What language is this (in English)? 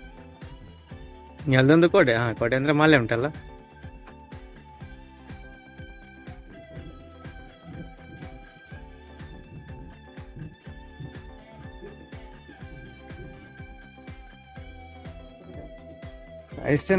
Kannada